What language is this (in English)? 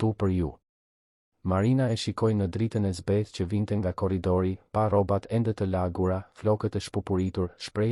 Albanian